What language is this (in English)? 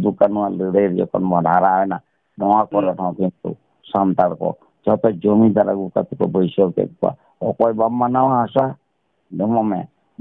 Santali